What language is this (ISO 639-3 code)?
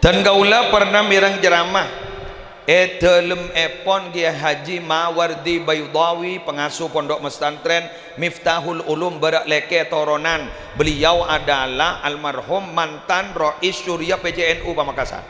mad